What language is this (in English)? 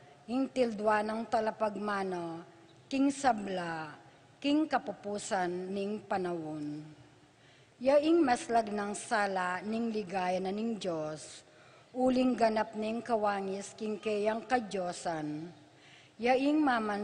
Pampanga